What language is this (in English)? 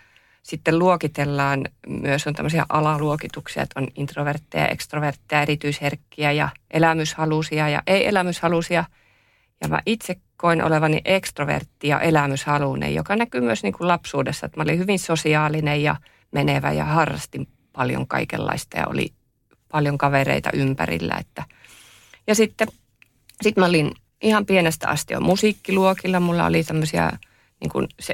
Finnish